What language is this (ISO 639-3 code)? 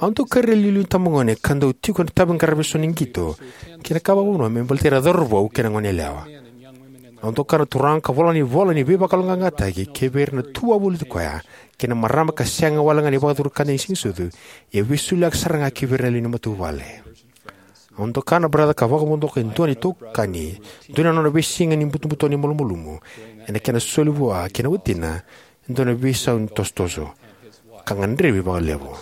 fij